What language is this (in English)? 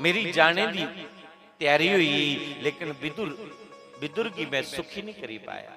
Dogri